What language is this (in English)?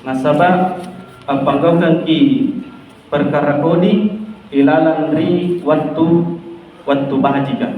Makasar